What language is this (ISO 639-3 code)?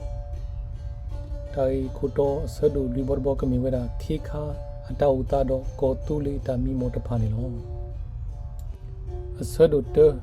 ksw